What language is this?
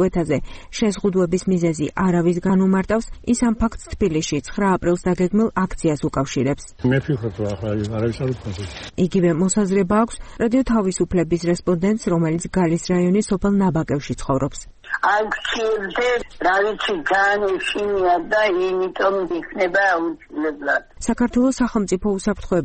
Georgian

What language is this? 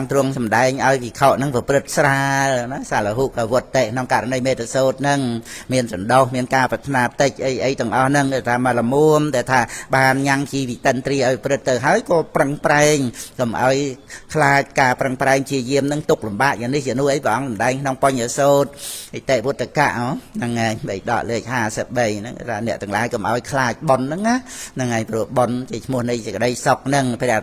Khmer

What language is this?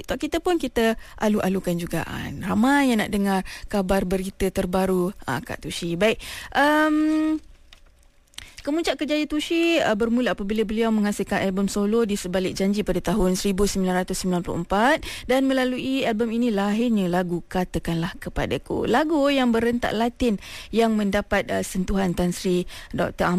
Malay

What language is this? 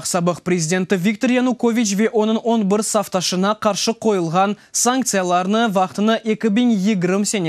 Crimean Tatar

